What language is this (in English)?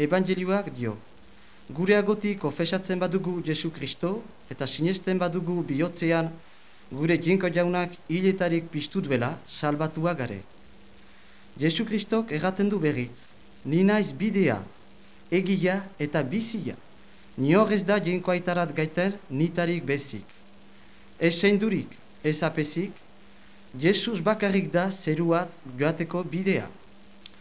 Basque